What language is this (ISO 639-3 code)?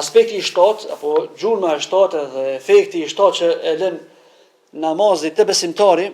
sqi